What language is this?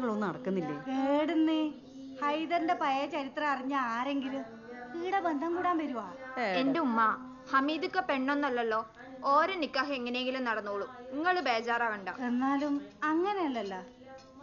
Malayalam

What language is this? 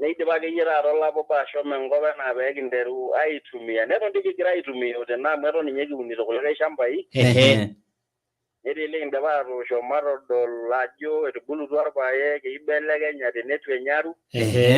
Masai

